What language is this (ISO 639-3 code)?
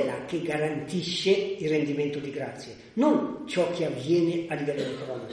ita